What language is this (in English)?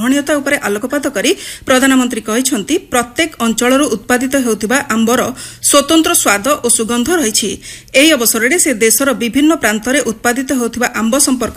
Odia